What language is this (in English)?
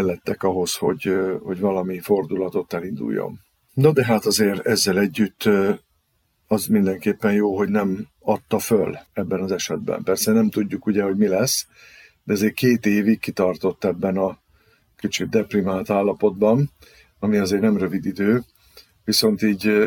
Hungarian